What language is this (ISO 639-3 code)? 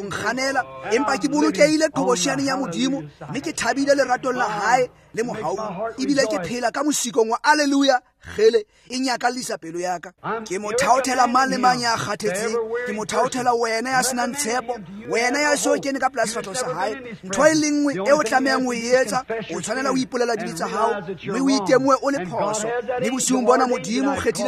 tsn